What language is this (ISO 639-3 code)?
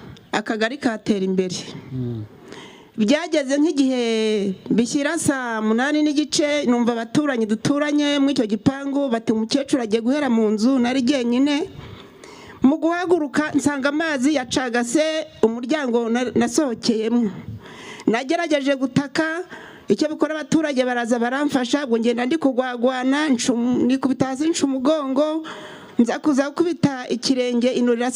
kin